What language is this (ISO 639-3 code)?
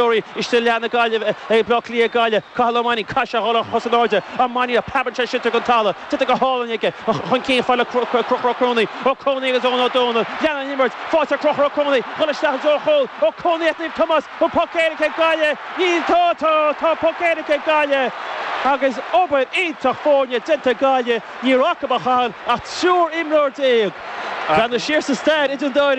gle